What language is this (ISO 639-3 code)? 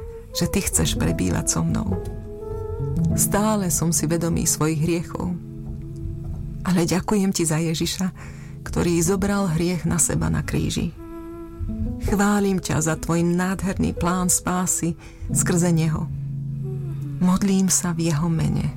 slk